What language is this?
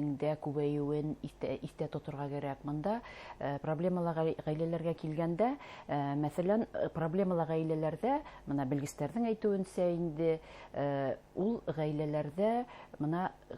Bashkir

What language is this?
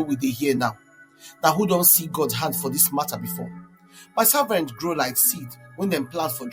Nigerian Pidgin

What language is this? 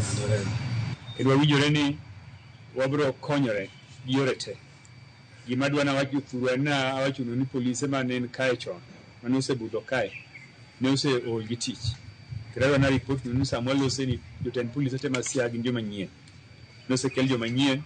Luo (Kenya and Tanzania)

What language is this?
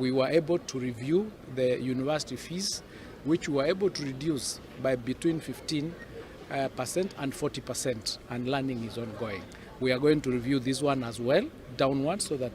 Luo (Kenya and Tanzania)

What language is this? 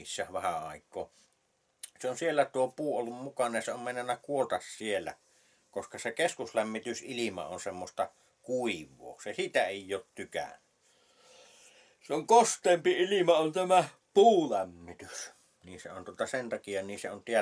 Finnish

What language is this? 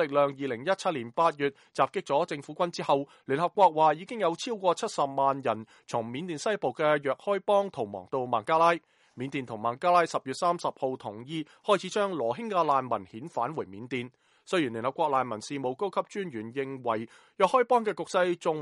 Cantonese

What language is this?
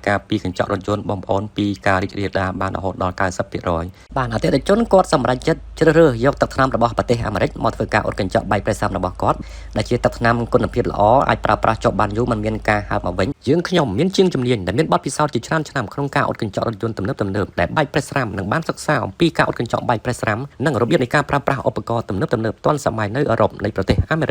Khmer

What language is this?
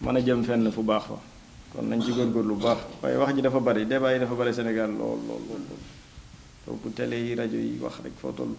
Wolof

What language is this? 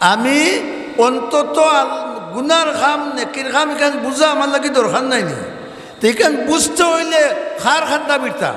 Sylheti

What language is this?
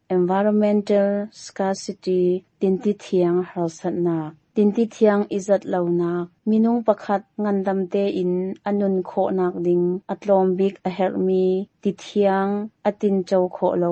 Hakha Chin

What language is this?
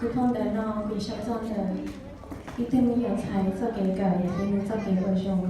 Hmong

